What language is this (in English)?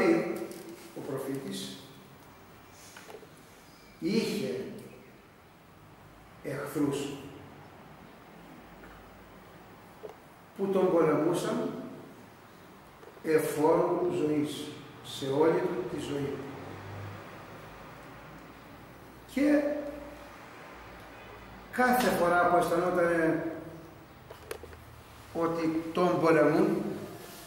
Greek